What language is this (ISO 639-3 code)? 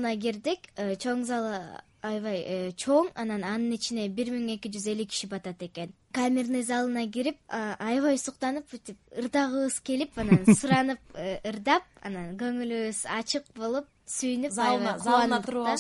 kir